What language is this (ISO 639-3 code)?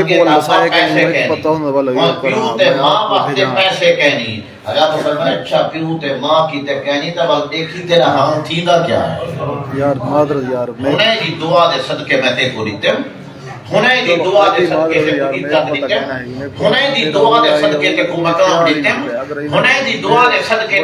skr